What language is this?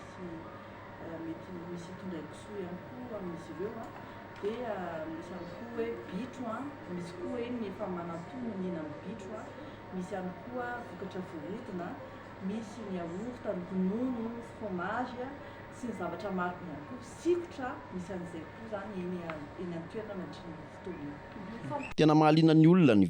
Malagasy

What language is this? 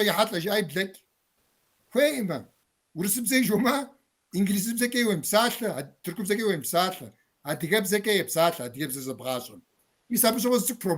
Kabardian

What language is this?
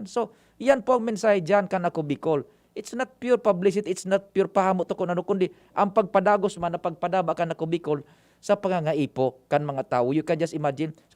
Bikol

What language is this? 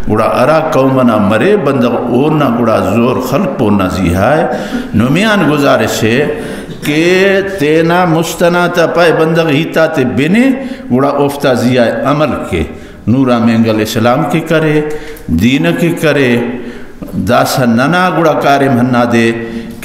Brahui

